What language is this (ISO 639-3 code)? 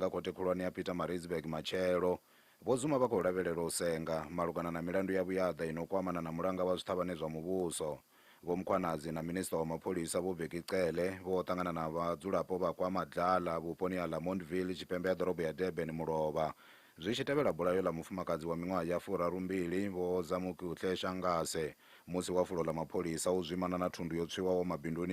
ven